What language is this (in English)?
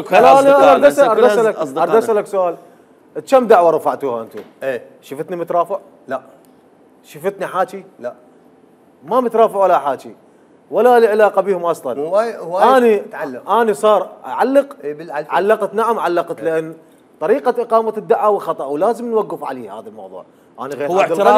Mesopotamian Arabic